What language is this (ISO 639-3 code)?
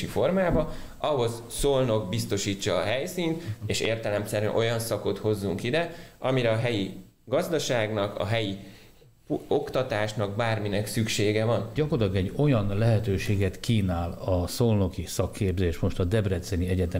hun